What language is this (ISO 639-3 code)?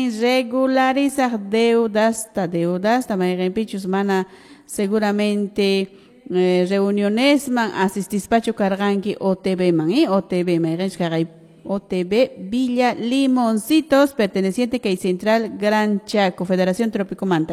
que